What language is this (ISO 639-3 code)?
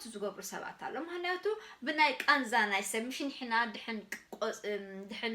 tir